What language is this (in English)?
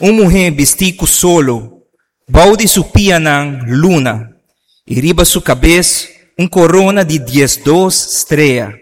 Papiamento